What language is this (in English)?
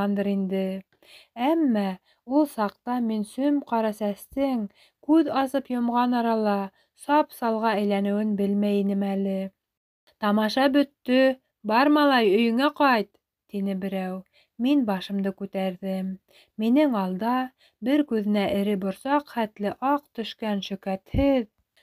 Bashkir